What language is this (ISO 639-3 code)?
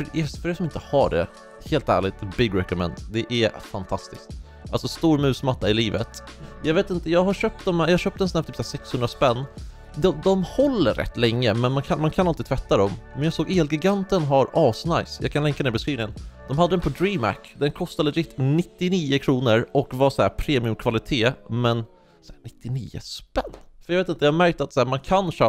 swe